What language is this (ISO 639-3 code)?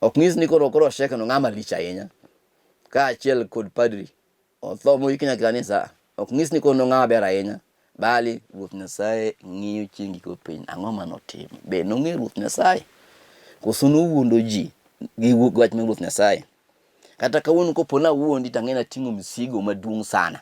luo